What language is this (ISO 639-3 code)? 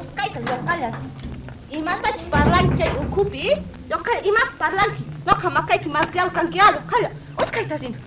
quh